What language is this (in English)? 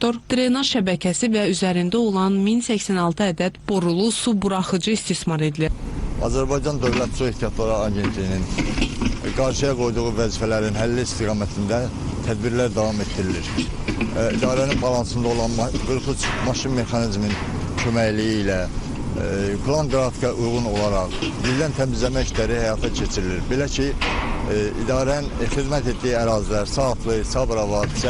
Azerbaijani